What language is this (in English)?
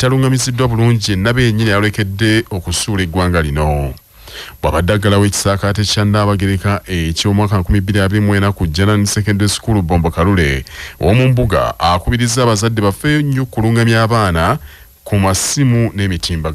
Ganda